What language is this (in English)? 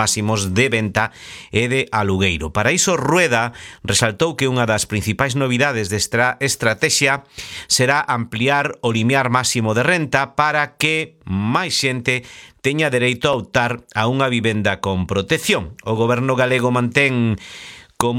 Galician